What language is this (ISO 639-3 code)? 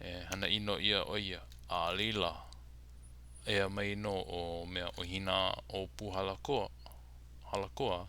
haw